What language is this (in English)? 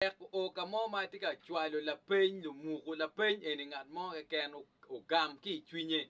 Acoli